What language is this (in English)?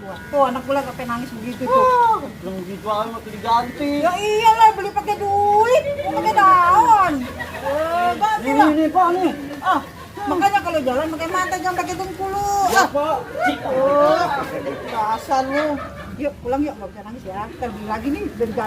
Betawi